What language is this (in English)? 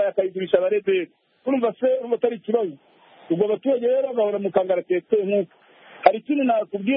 Kinyarwanda